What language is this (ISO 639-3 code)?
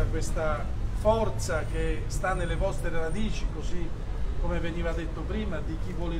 ita